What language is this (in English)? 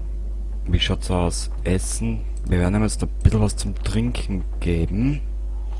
Bavarian